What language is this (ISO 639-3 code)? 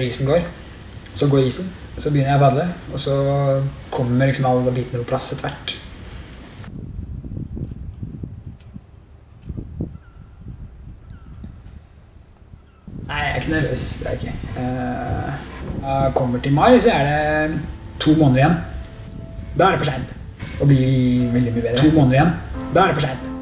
nor